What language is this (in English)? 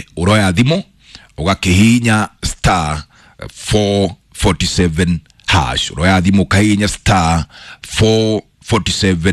Kikuyu